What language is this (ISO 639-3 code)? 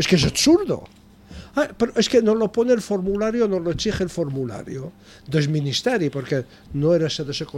cat